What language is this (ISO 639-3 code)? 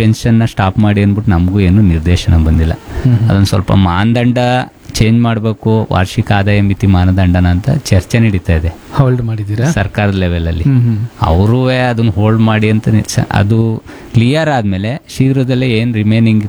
kan